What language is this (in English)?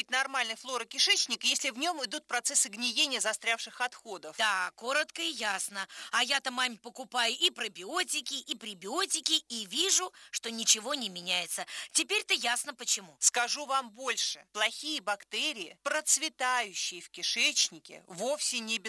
Russian